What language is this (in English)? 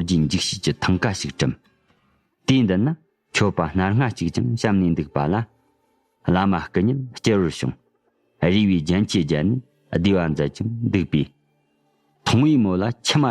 Tibetan